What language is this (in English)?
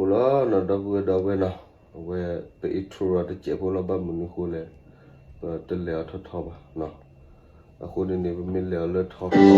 S'gaw Karen